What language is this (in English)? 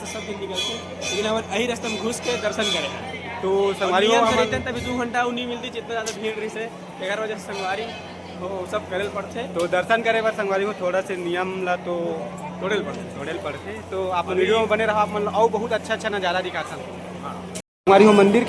Chhattisgarhi